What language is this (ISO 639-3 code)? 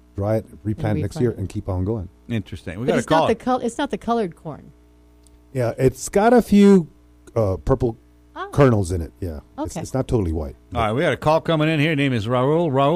eng